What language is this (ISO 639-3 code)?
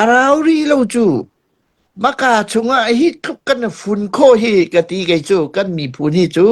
cnh